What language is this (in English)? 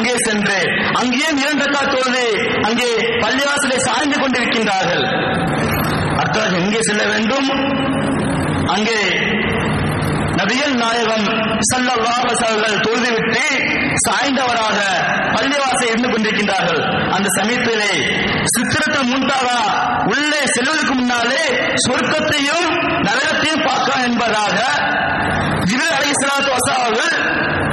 Tamil